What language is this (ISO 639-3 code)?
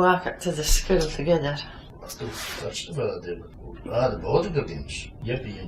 sco